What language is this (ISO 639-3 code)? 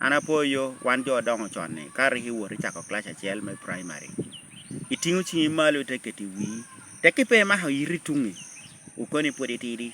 laj